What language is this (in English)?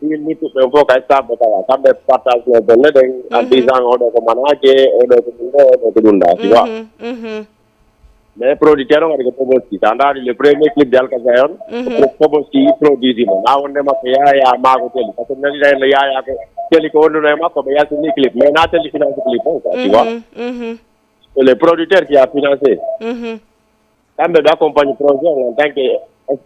Fula